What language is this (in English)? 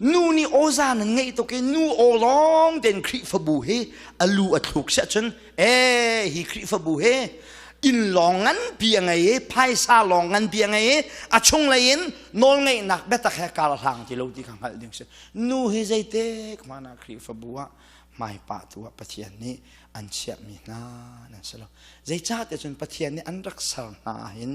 Hakha Chin